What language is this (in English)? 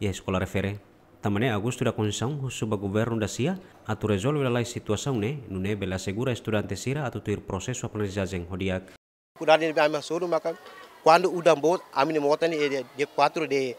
Tetum